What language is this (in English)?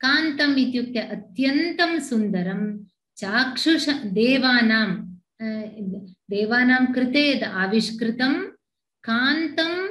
Sanskrit